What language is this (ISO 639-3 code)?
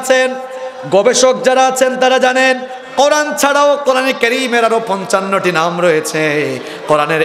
ben